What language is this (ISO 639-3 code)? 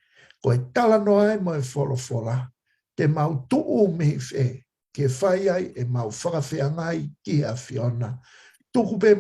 ton